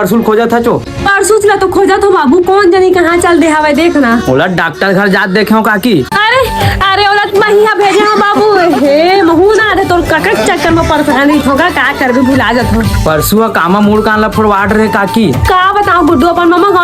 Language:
Chhattisgarhi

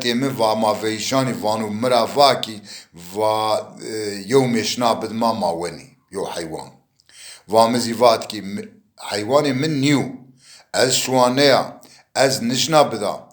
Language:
Zaza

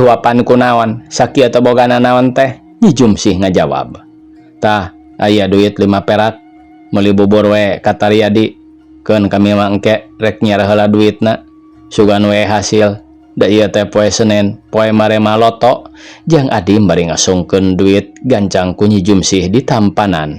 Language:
Sundanese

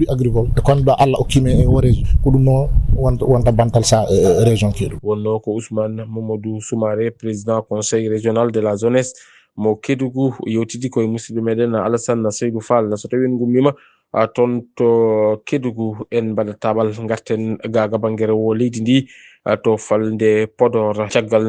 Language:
Fula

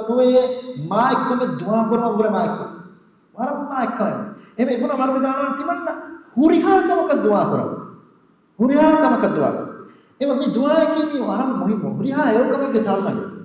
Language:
Divehi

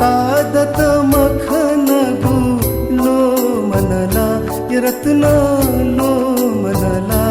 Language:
Newari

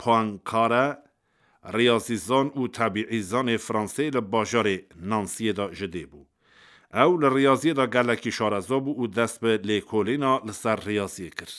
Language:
Kurdish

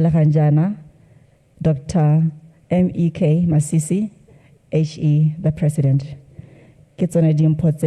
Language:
Tswana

